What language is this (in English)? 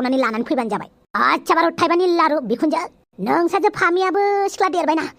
Bodo